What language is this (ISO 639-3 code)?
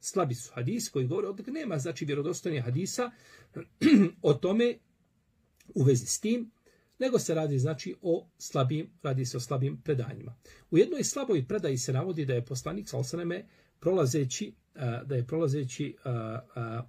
bos